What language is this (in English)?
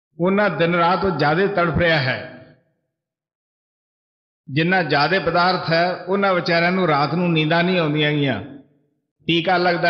Punjabi